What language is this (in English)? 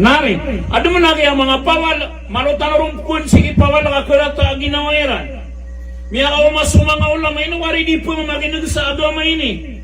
Maranao